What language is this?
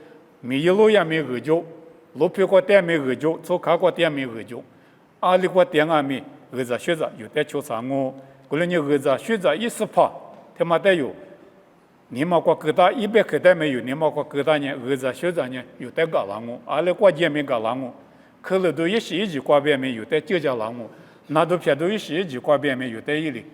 Lisu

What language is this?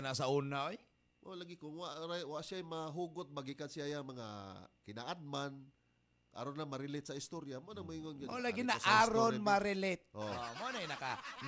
Cebuano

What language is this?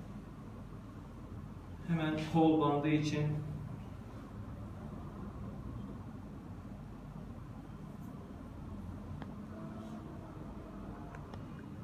Turkish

